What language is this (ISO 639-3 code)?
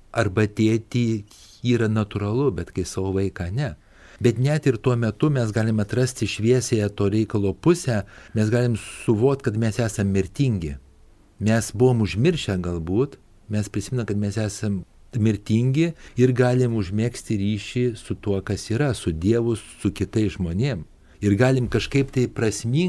lit